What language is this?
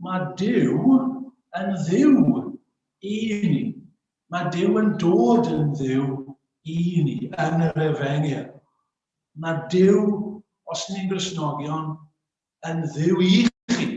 Welsh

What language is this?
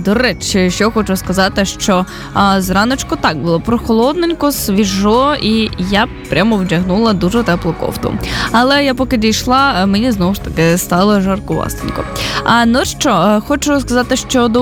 Ukrainian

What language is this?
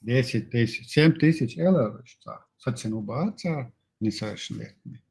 Chechen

